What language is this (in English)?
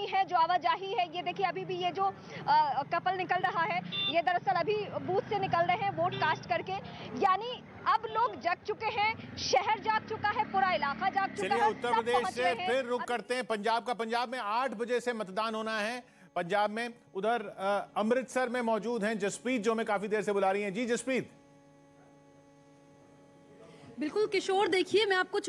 Hindi